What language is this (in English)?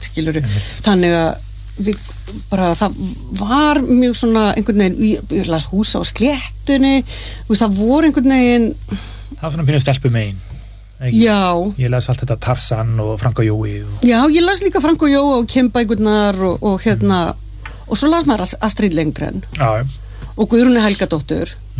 Icelandic